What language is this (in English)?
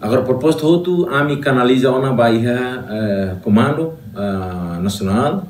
Tetum